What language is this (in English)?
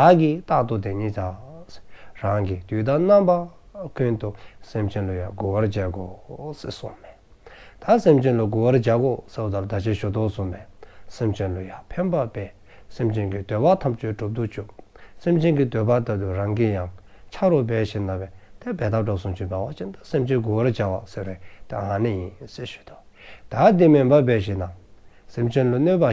Dzongkha